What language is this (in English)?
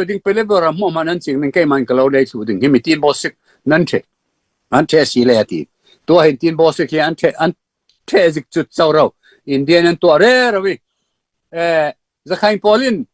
Falam Chin